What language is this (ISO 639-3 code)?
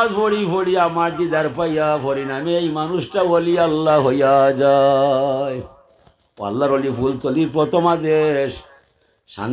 syl